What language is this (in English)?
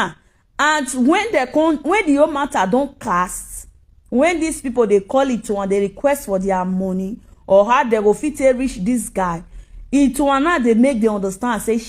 Nigerian Pidgin